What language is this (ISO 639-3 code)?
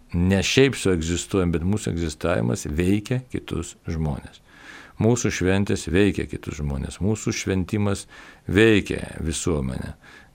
lit